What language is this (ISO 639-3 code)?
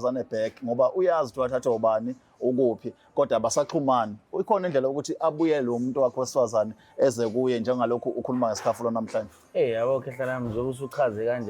zul